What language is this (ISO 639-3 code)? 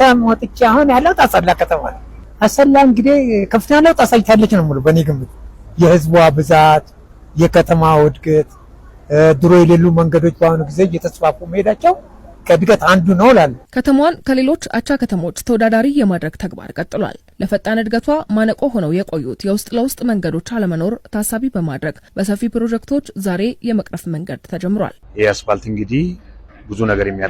amh